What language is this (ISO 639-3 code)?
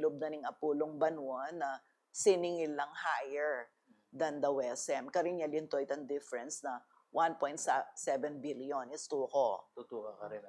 pam